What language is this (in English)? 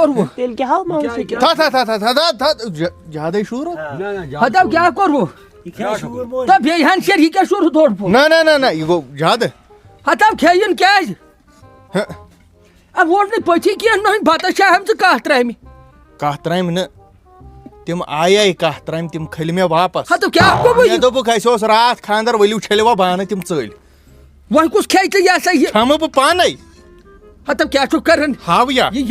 Kashmiri